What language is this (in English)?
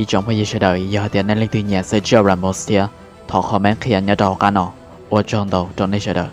Hmong